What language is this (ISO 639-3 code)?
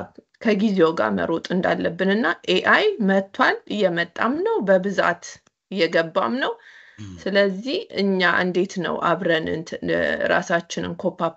amh